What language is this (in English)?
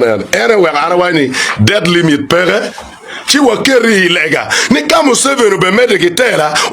Acoli